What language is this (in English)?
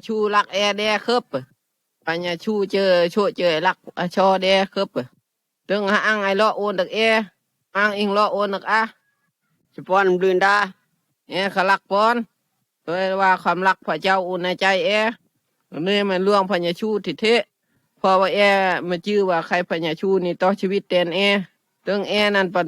Phai